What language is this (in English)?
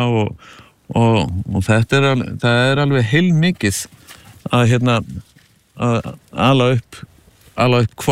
Icelandic